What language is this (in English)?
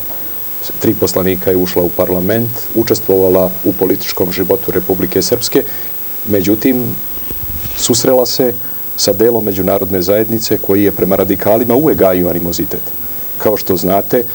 Serbian